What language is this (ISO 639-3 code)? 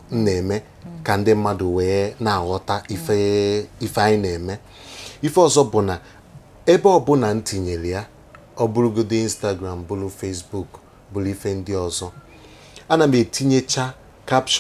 ibo